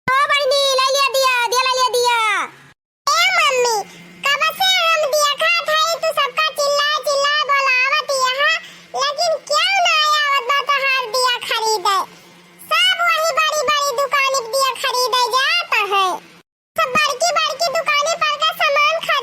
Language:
Awadhi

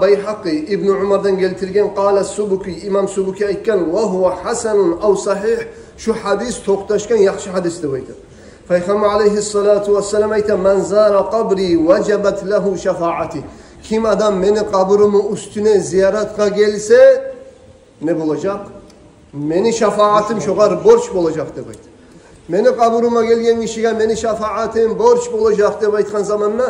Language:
Kumyk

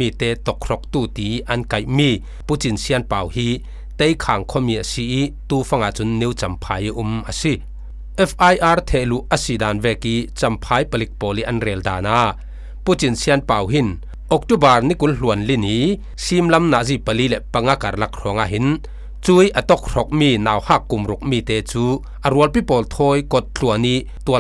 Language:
Falam Chin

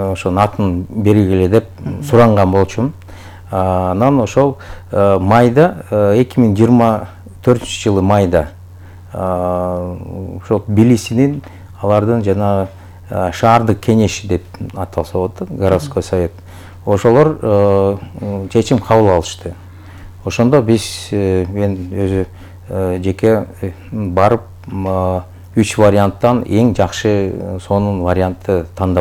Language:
Kyrgyz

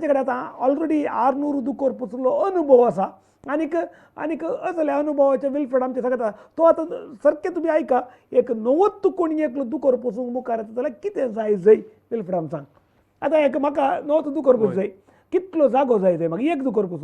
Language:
Konkani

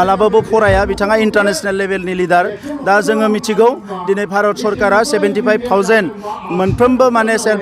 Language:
Bodo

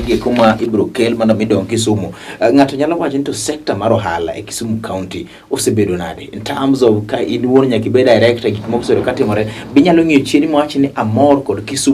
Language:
Luo (Kenya and Tanzania)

